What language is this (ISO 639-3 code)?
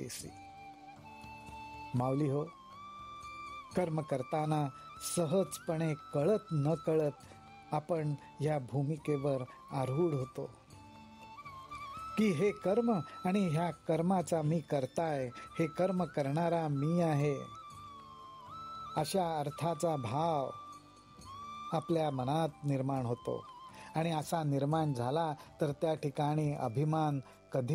mar